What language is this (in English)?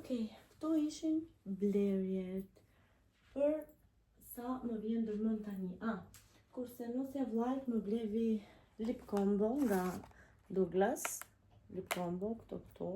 Albanian